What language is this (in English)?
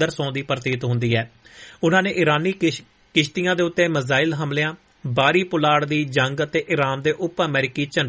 Punjabi